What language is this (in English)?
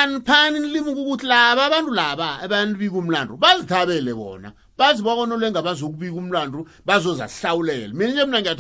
South Ndebele